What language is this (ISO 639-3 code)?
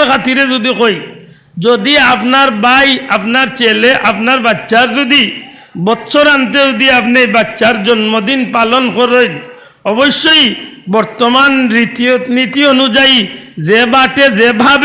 syl